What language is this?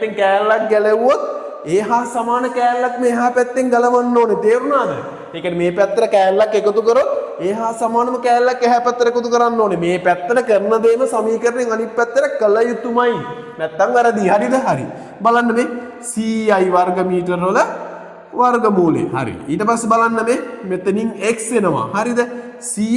Sinhala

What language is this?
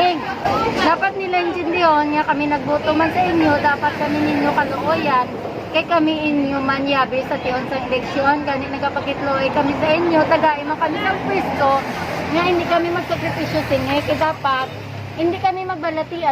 Hiligaynon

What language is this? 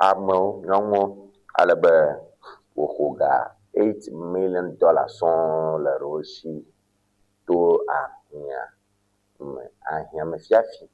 Ewe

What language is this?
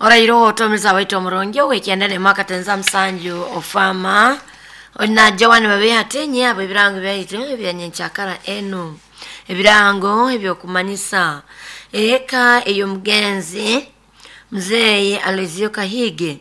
Nyoro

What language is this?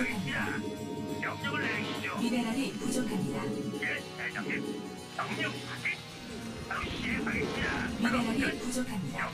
Korean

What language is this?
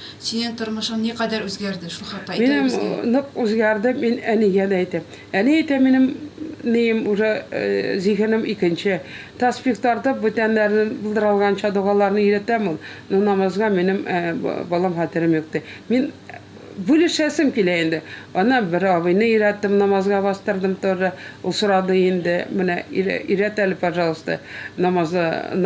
Tatar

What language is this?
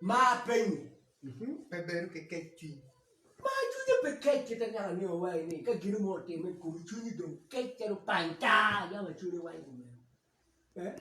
Acoli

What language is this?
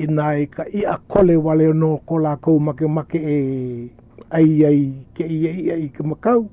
Hawaiian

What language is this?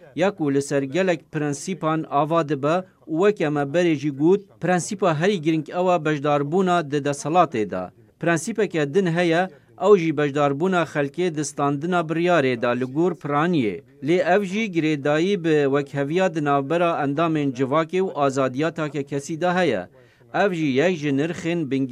Kurdish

